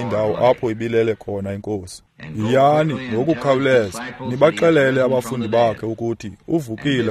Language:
Xhosa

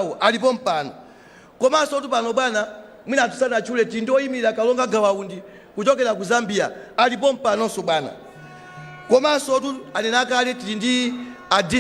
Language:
Nyanja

